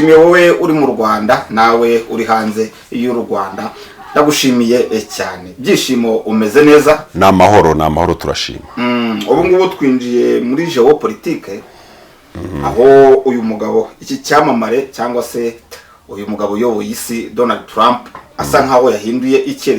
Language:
Kinyarwanda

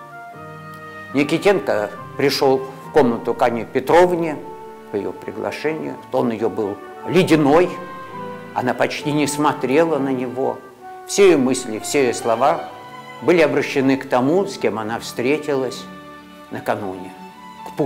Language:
Russian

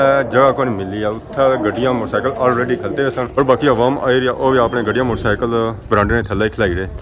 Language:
Pahari-Potwari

